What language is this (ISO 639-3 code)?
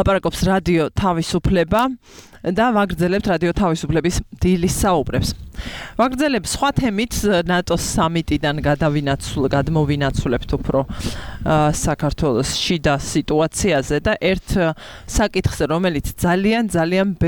kat